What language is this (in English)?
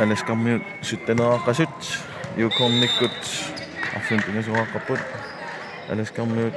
Kalaallisut